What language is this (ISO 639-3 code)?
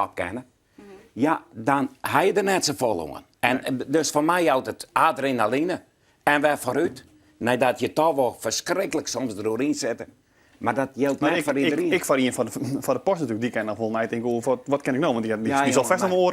fry